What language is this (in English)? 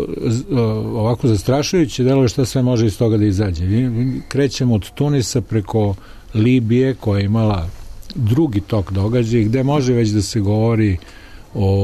Serbian